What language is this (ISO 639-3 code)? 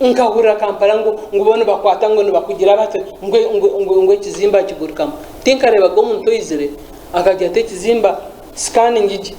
nyn